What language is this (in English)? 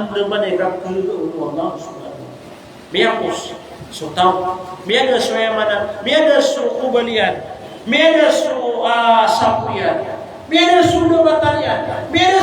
Maranao